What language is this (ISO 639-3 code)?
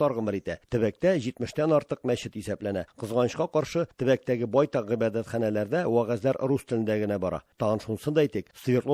tat